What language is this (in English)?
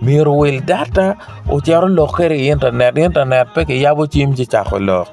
Acoli